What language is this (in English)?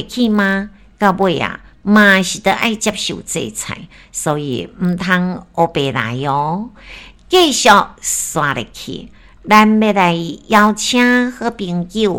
Min Nan Chinese